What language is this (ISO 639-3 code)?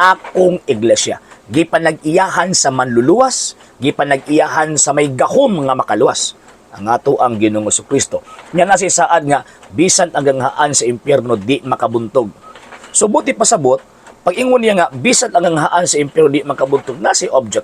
ceb